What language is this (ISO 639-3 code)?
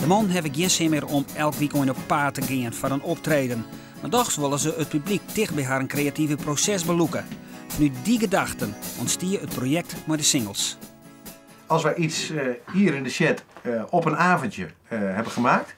fry